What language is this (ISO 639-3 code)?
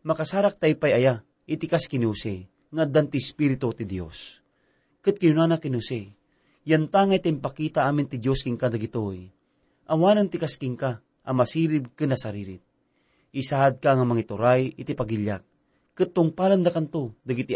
ilo